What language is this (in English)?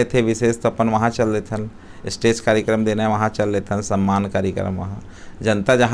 Chhattisgarhi